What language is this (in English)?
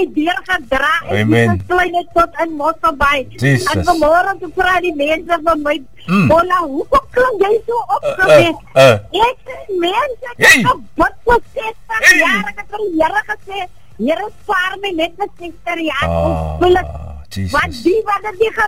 Afrikaans